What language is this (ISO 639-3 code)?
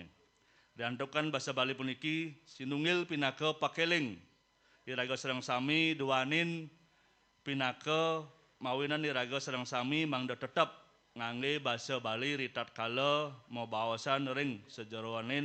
ban